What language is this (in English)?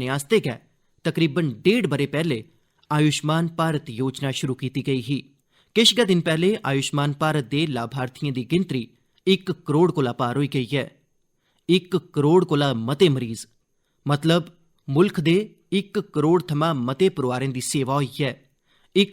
Dogri